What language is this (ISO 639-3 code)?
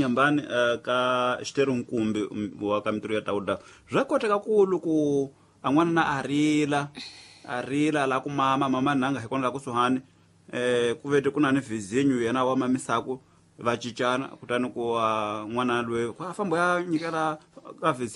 tso